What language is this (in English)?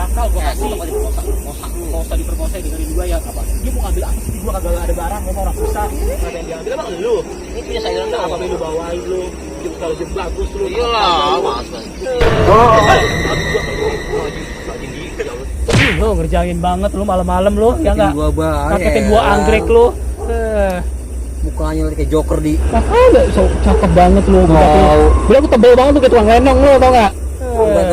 Betawi